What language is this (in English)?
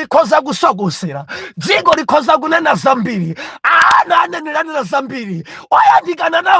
Nyanja